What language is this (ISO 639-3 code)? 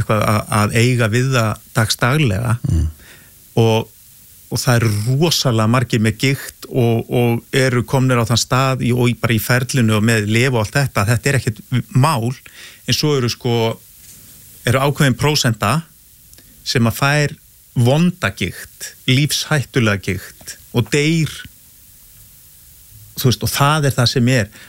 isl